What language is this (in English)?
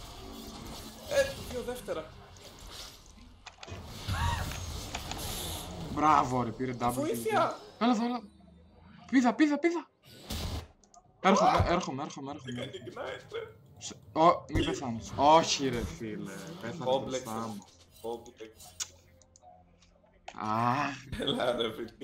Greek